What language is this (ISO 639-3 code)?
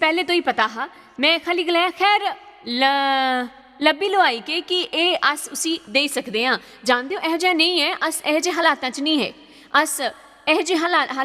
doi